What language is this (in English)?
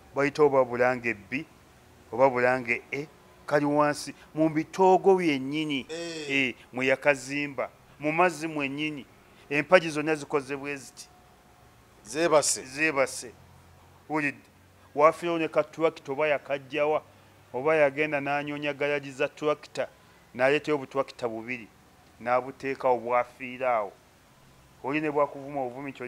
Ganda